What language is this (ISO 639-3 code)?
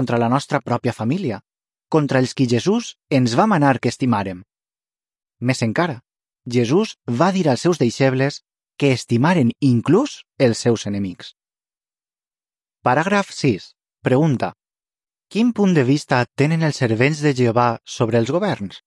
cat